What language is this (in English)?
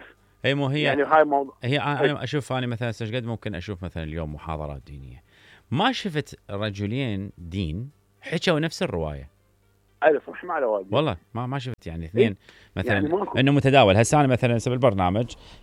Mesopotamian Arabic